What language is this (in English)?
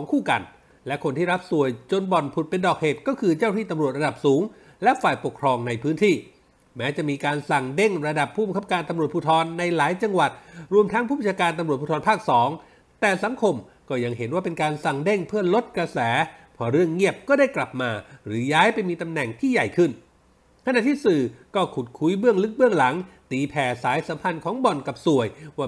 Thai